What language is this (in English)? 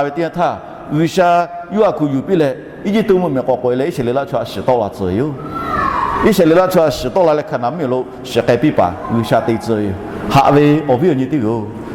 Lahu